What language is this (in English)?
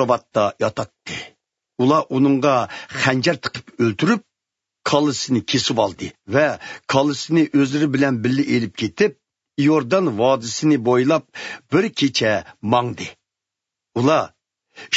Uyghur